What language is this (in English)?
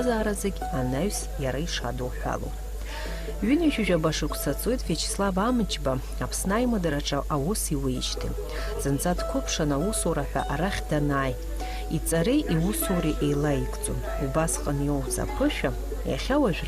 Abkhazian